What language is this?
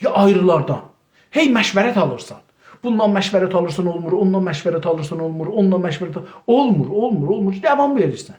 South Azerbaijani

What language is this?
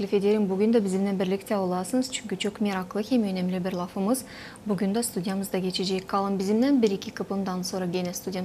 Gagauz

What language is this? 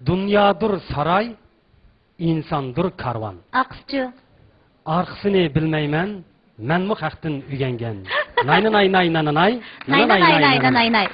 Uyghur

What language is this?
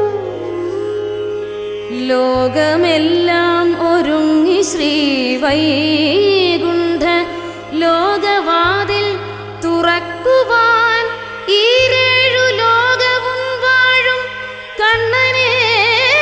Malayalam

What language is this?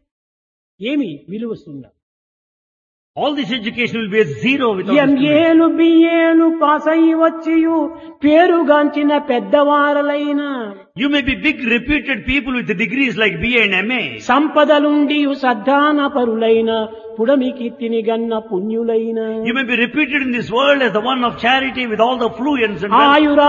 Telugu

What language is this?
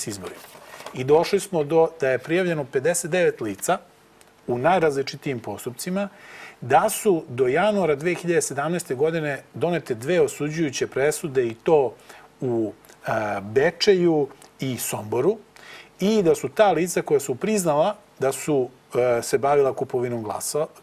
Serbian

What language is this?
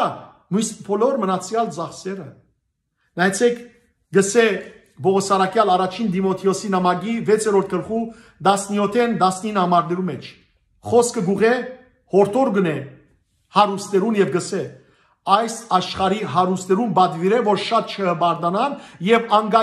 Western Armenian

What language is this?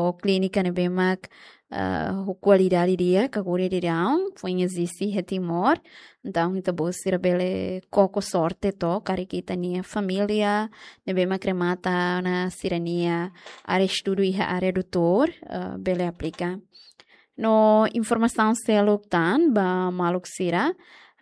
Tetum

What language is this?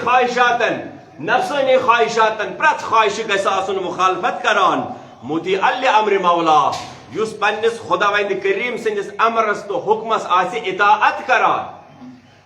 Kashmiri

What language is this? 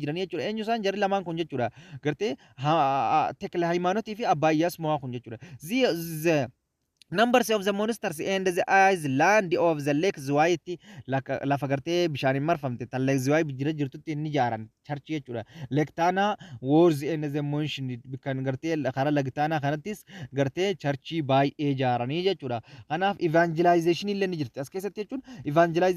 Oromo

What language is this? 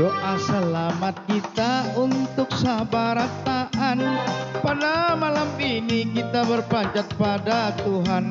Banjar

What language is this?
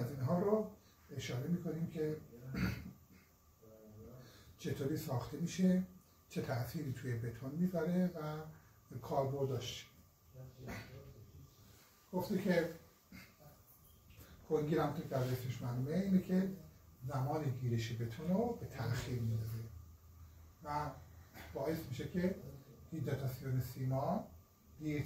Persian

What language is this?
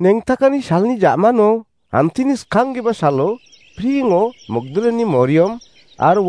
Garo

